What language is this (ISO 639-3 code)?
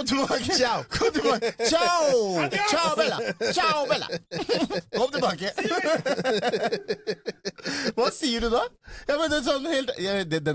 nor